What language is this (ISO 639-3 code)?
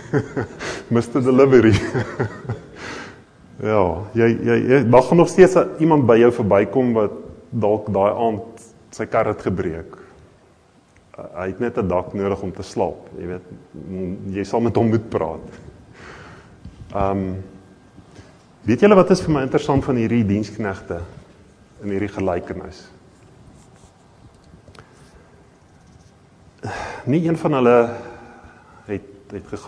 afr